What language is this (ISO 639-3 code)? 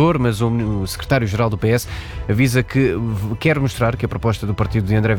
por